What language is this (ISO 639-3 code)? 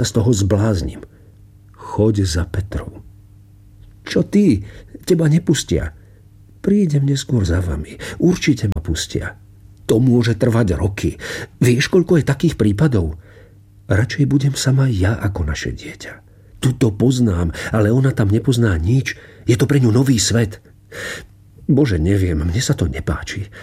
slk